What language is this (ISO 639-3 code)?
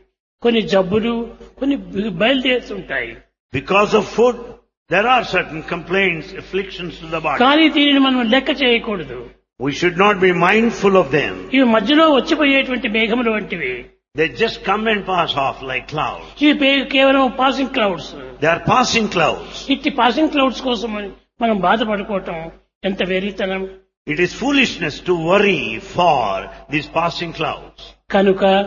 tel